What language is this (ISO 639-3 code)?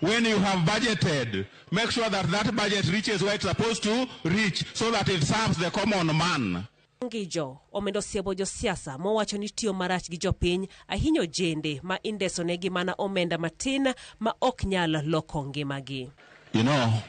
luo